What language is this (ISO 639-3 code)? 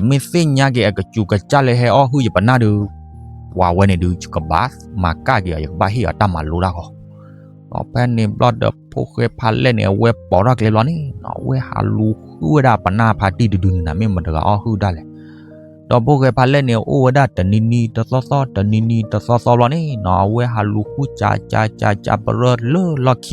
ksw